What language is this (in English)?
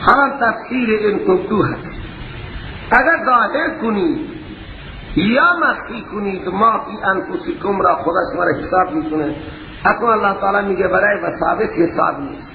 Persian